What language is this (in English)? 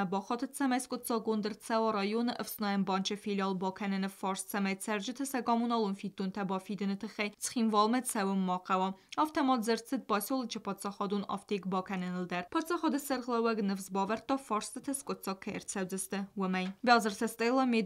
Ossetic